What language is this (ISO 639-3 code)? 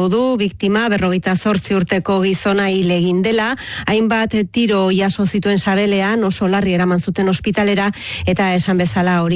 eus